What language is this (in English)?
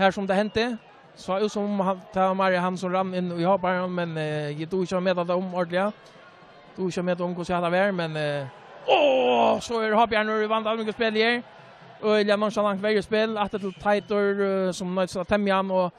Faroese